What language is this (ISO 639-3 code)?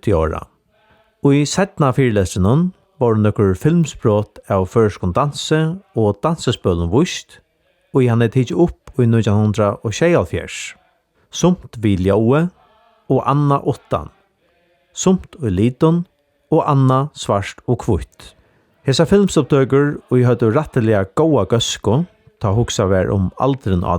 fao